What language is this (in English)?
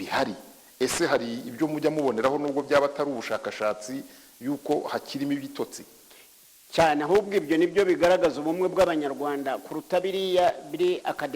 Kinyarwanda